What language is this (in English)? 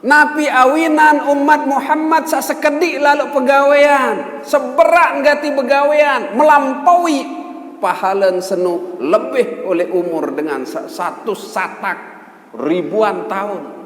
Sasak